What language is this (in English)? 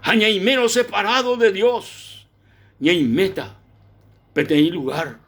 Guarani